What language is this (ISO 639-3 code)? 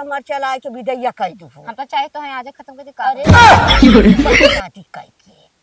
awa